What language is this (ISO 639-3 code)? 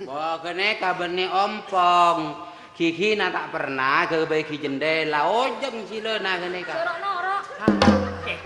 mad